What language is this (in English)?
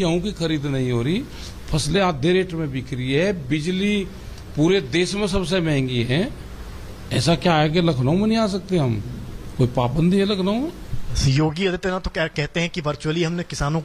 Hindi